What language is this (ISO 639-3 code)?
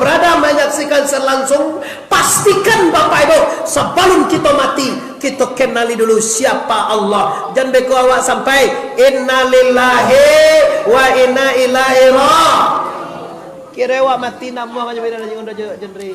min